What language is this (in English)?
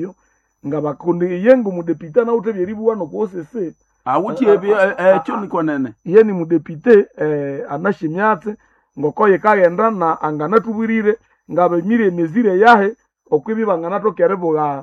Nande